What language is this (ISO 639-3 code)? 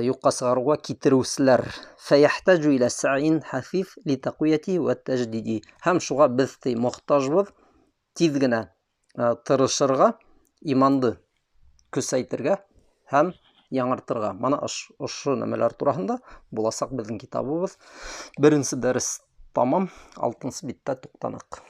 bak